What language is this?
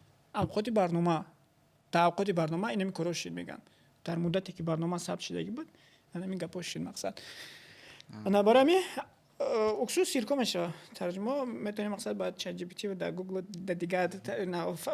Tajik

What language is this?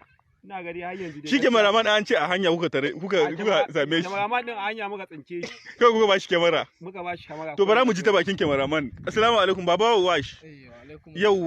Hausa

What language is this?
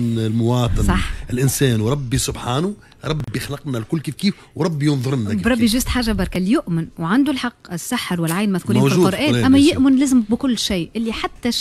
Tunisian Arabic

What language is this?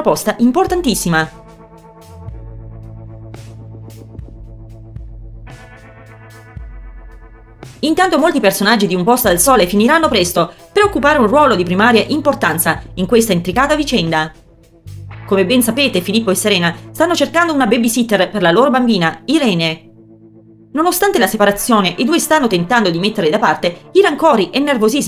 Italian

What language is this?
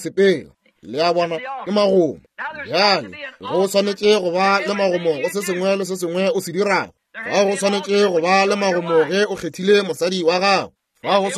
Northern Sotho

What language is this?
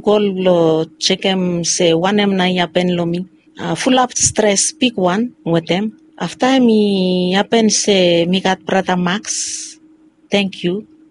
Bislama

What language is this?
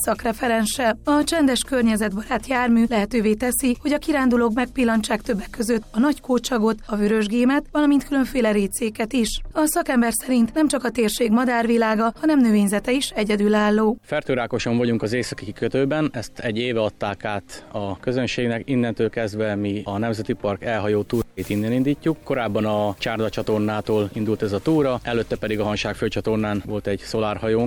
Hungarian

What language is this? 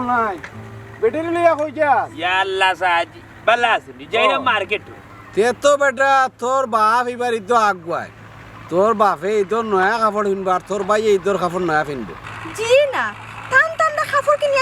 Sylheti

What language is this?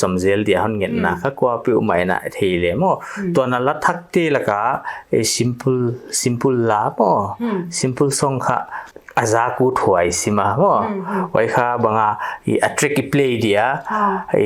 Paite Chin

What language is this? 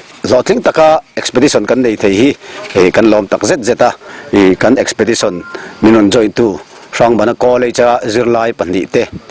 Mizo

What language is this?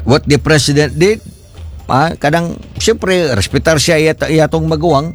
Cebuano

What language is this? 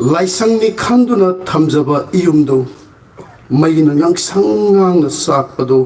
Manipuri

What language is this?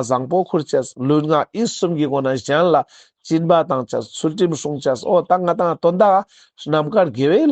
Ladakhi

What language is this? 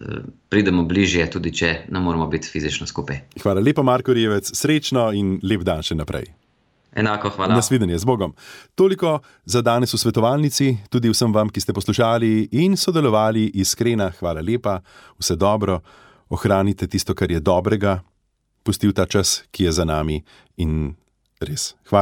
Slovenian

